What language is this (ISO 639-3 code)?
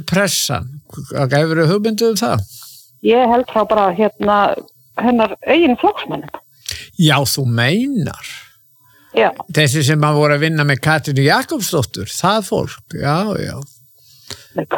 isl